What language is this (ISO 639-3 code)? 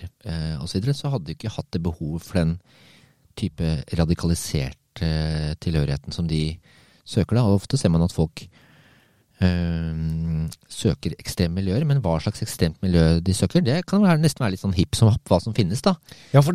nor